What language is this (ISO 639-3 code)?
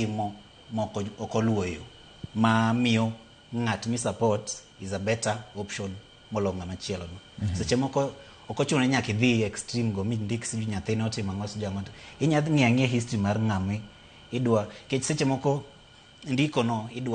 luo